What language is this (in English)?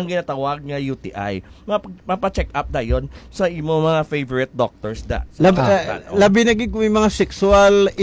Hiligaynon